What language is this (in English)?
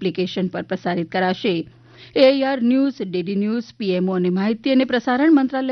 Gujarati